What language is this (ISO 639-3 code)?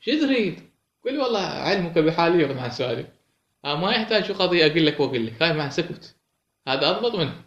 acm